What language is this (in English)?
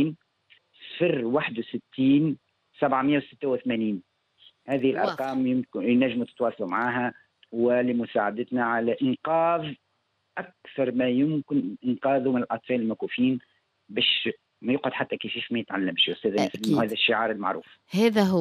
Tunisian Arabic